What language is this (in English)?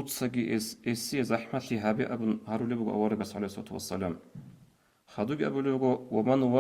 Avaric